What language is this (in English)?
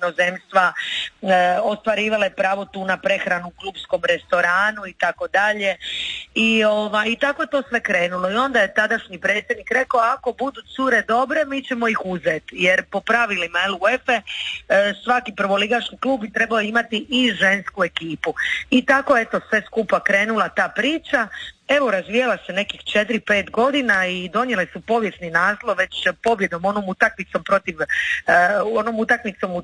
Croatian